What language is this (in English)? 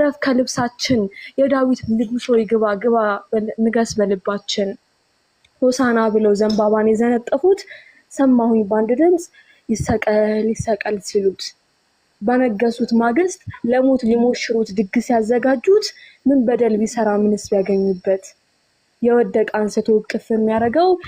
Amharic